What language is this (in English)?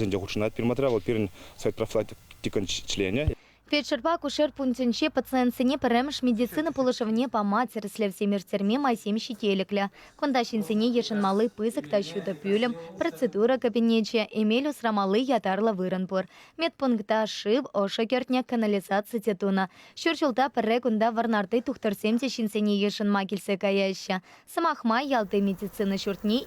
Chuvash